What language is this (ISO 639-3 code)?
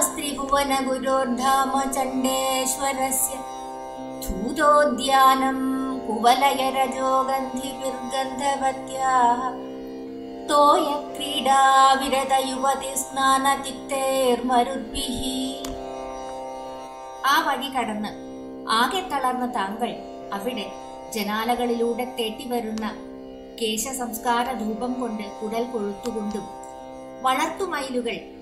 mal